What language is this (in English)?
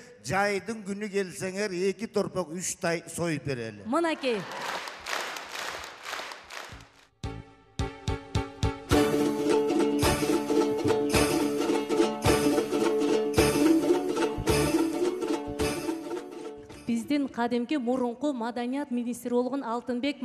Kyrgyz